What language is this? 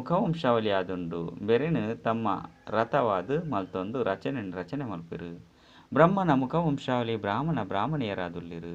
Tulu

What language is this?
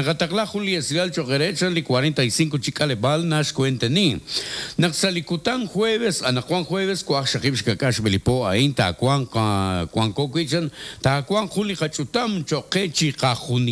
Kekchí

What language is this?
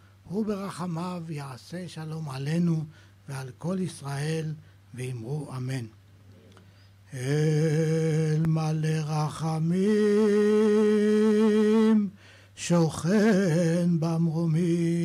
Hebrew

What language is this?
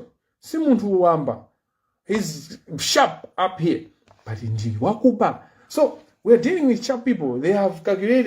Nyanja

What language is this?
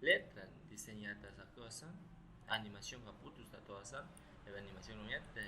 Aguaruna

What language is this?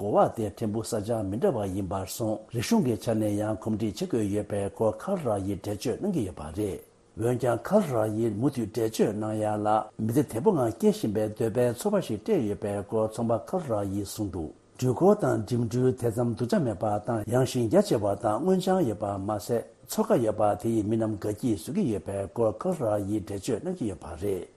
Tibetan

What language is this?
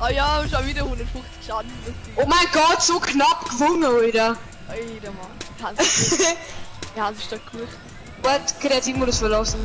Bavarian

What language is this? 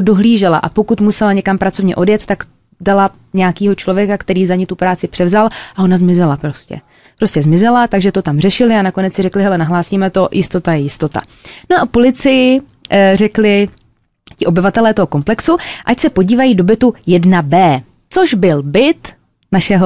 Czech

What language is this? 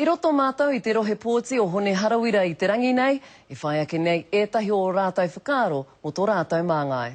Māori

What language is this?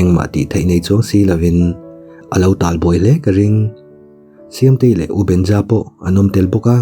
Mizo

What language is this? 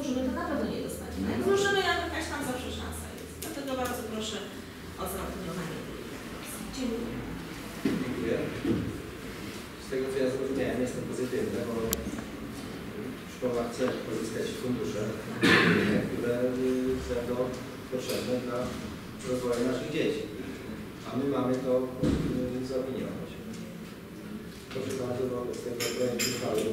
Polish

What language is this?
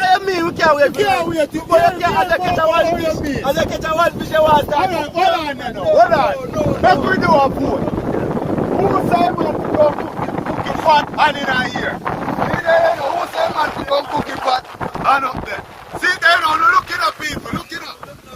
Jamaican Creole English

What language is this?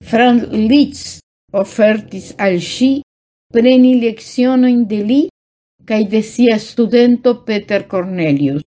Esperanto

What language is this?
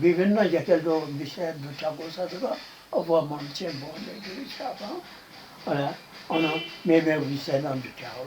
Newari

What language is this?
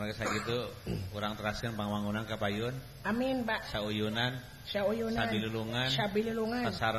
Sundanese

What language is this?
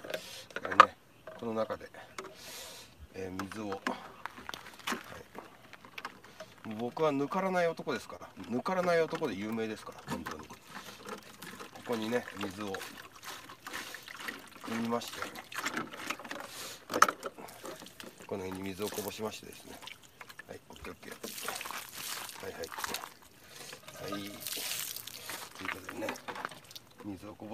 Japanese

